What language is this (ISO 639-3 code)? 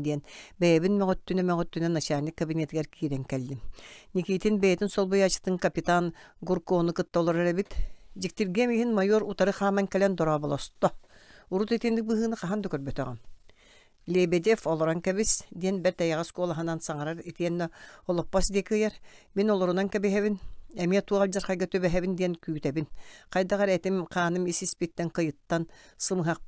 sah